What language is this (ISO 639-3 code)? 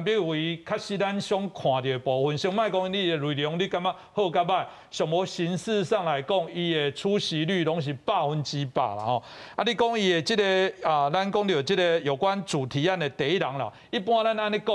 nan